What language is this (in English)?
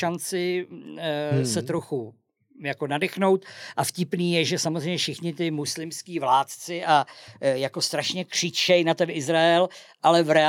Czech